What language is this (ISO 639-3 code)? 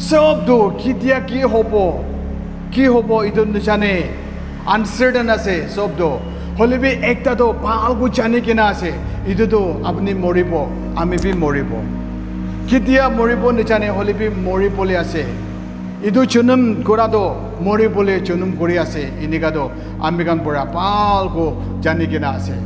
nag